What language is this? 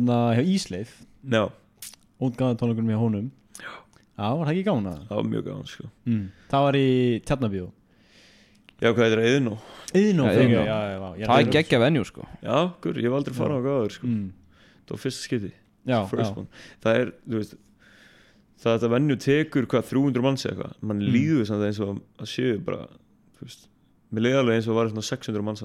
Icelandic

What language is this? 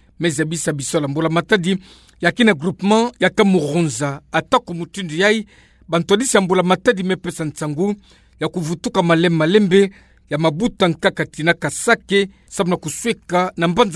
Kituba (Democratic Republic of Congo)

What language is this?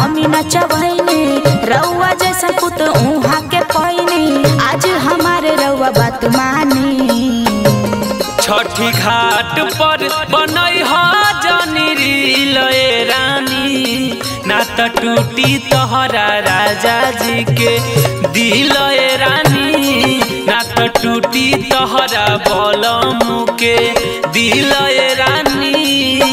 Bhojpuri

